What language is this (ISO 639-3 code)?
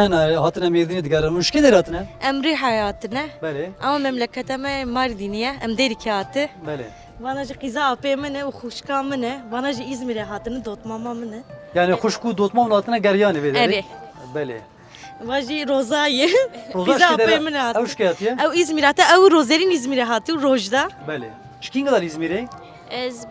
kur